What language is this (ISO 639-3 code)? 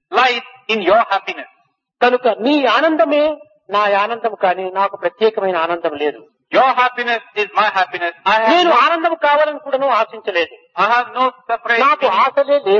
tel